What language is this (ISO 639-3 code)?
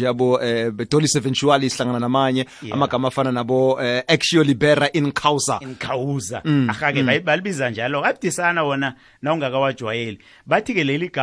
nbl